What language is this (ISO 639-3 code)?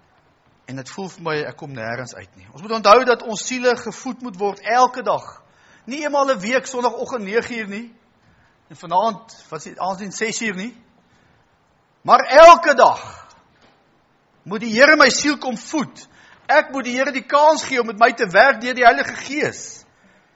afr